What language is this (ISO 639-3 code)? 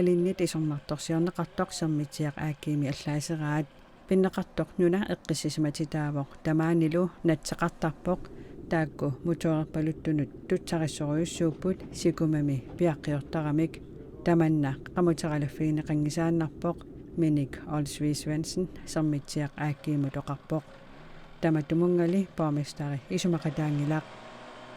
kal